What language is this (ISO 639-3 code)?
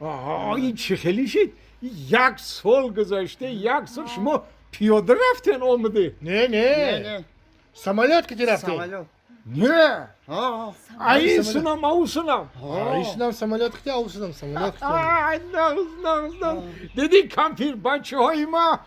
tgk